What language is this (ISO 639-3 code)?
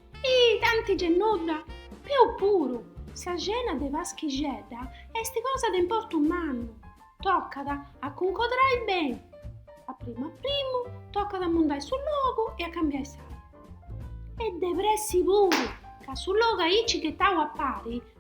srd